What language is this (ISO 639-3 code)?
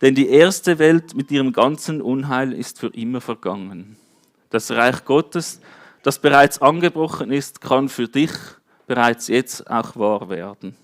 gsw